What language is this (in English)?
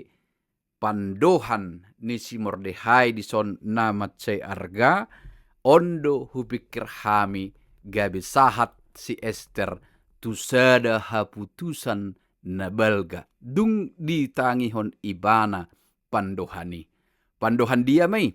Batak Toba